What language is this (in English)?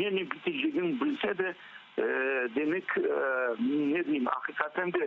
Crimean Tatar